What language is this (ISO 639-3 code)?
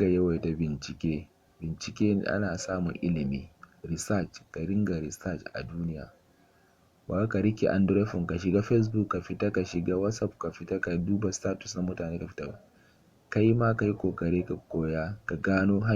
hau